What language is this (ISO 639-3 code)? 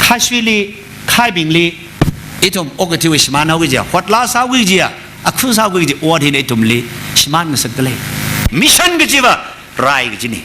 nmf